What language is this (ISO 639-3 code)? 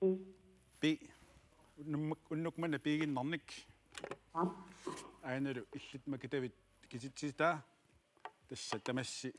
kal